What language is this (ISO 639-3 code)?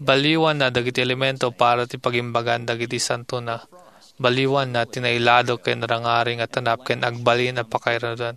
ilo